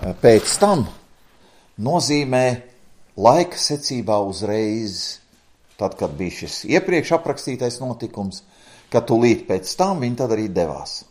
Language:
Latvian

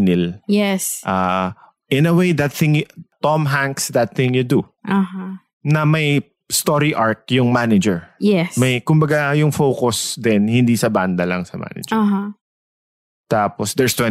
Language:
Filipino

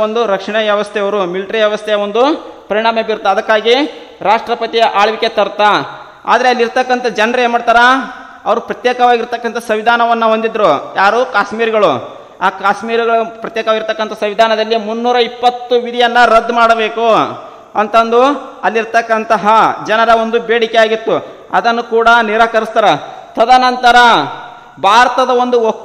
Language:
Kannada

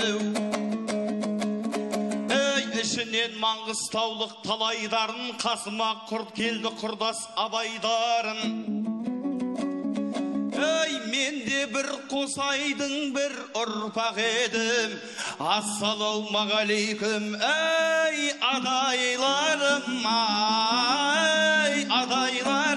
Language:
Kazakh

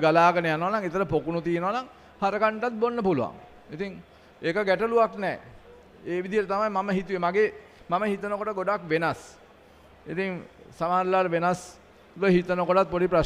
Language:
Sinhala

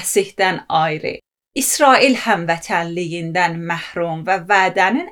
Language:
Azerbaijani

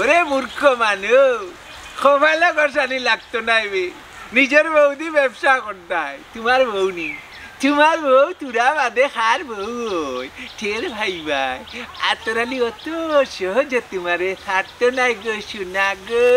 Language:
Sylheti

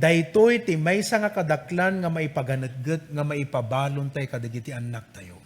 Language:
Iloko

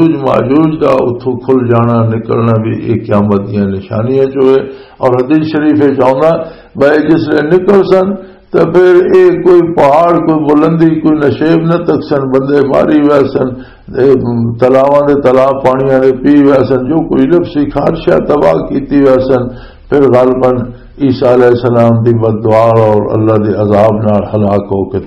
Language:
Western Panjabi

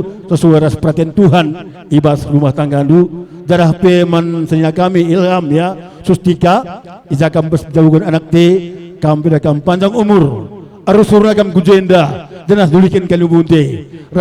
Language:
Batak Karo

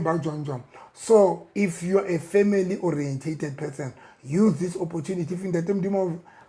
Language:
Southern Sotho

